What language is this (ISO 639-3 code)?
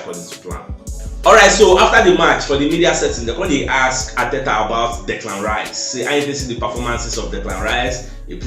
pcm